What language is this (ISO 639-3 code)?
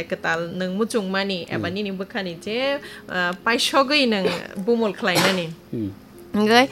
trp